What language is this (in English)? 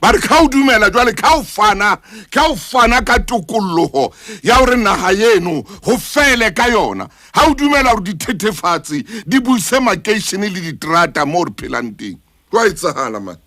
Southern Sotho